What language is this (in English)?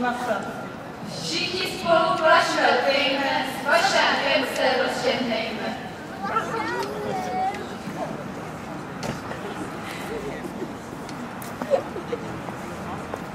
Czech